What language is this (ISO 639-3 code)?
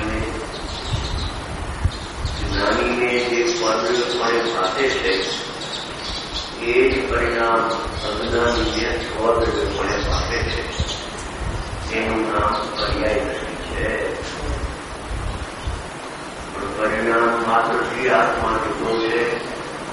guj